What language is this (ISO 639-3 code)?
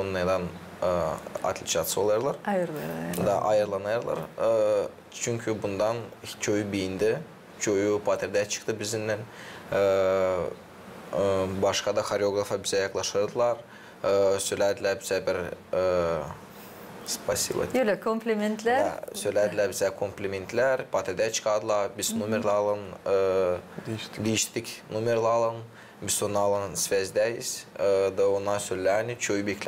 gag